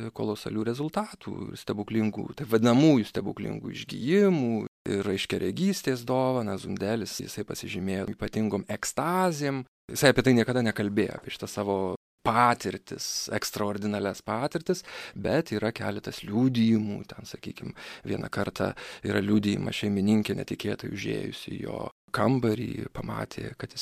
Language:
Lithuanian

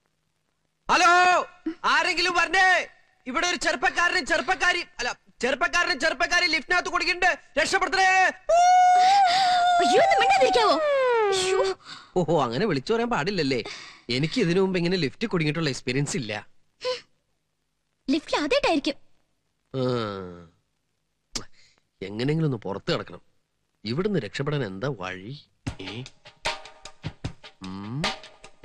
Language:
Malayalam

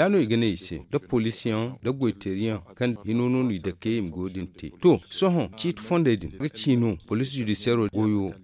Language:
Zarma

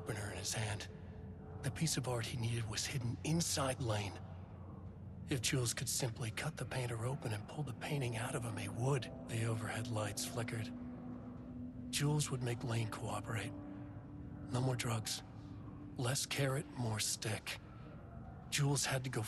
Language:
English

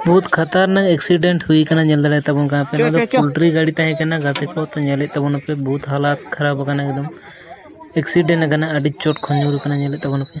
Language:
Santali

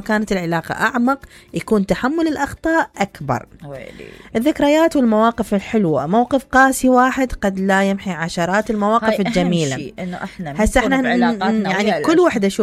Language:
Mesopotamian Arabic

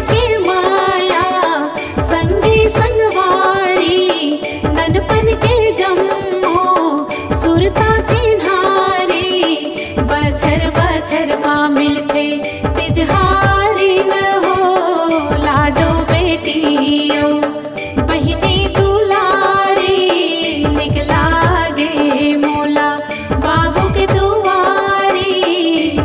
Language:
Chhattisgarhi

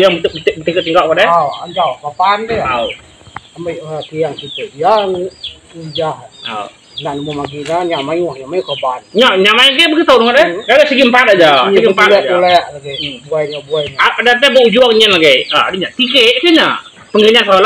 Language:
Iban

